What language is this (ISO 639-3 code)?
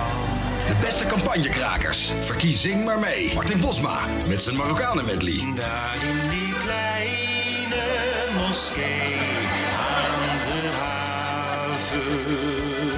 nld